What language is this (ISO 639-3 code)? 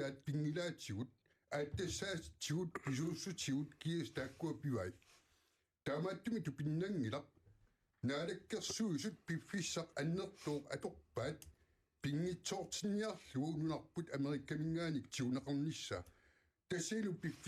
kal